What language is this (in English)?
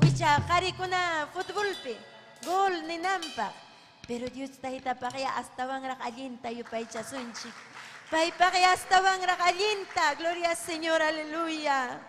Ayacucho Quechua